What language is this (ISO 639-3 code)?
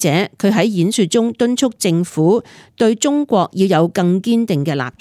yue